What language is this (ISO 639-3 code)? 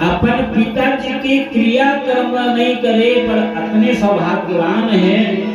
hne